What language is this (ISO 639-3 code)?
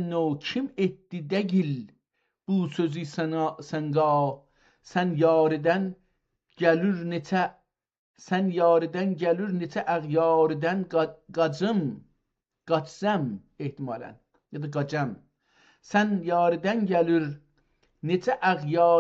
azb